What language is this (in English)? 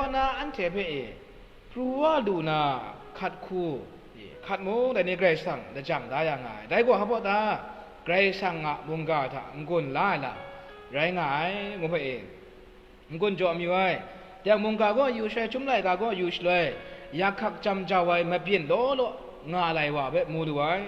Kachin